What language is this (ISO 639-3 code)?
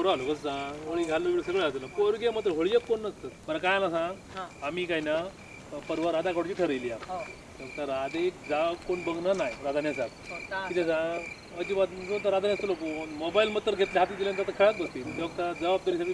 kok